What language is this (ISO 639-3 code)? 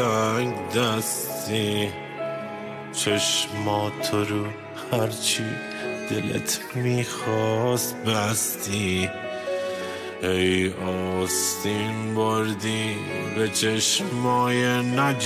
fas